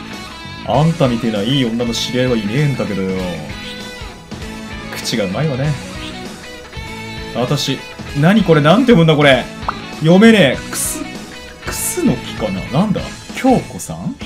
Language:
Japanese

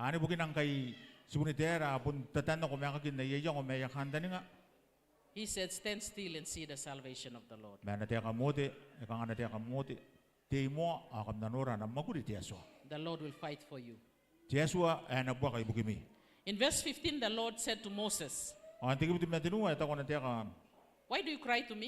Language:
Gilbertese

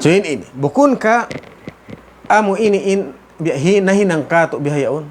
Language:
Tausug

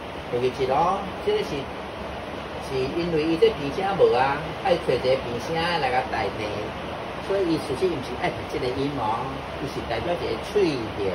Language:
Min Nan Chinese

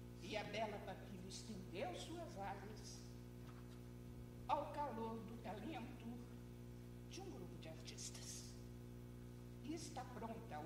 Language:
Portuguese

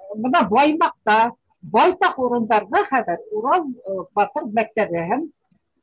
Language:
Bashkir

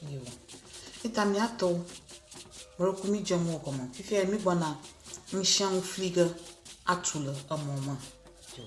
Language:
Ewe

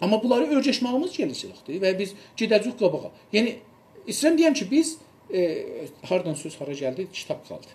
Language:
South Azerbaijani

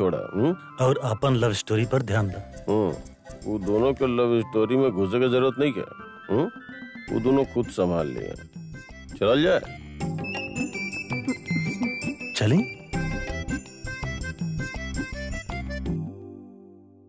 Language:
Bhojpuri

